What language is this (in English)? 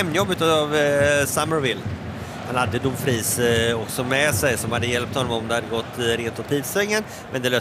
Swedish